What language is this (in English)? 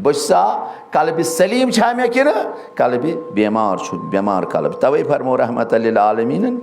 Kashmiri